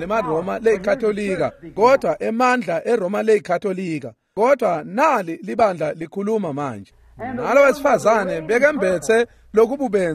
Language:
Swati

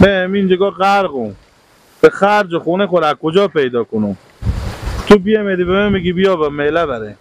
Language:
Hazaragi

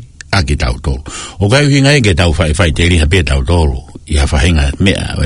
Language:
Tongan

